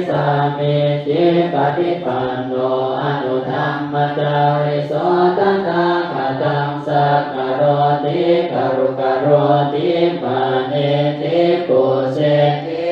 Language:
Pali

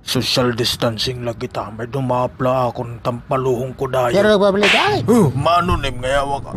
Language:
Waray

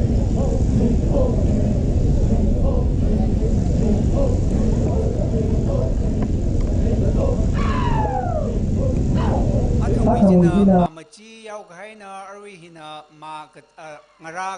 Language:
Tangkhul Naga (India)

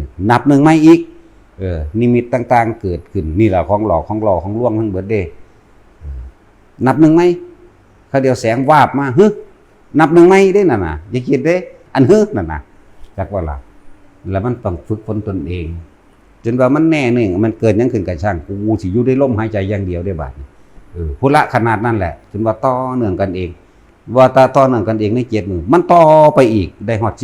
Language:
Northeastern Thai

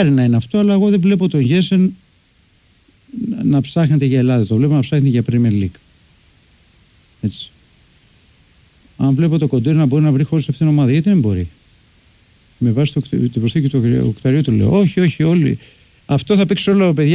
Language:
Greek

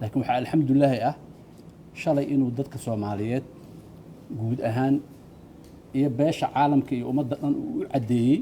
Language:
Somali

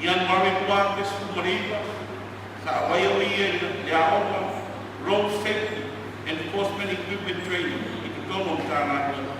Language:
Samoan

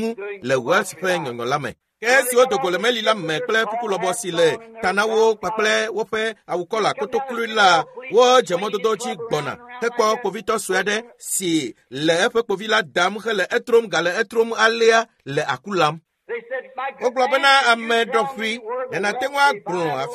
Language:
Ewe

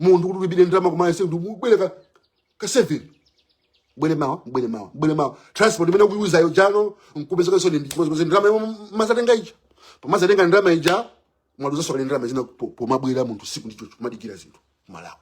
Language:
Nyanja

